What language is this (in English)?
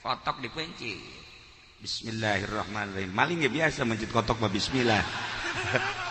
Sundanese